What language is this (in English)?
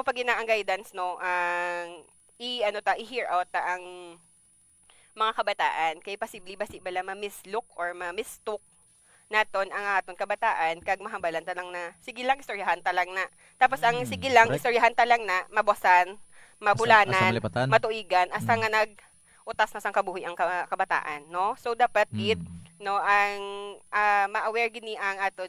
Hiligaynon